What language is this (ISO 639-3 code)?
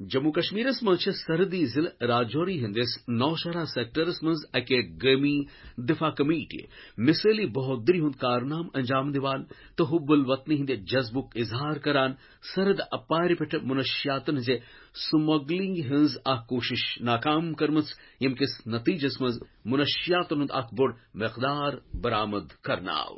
kas